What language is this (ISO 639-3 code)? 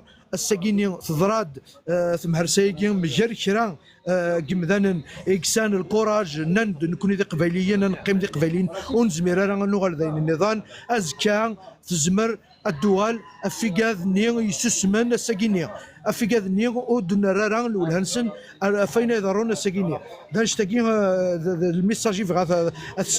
kab